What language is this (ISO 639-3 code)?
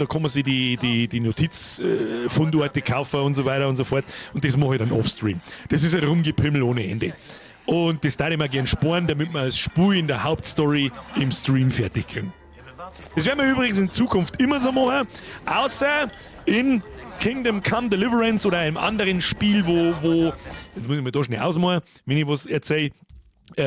bar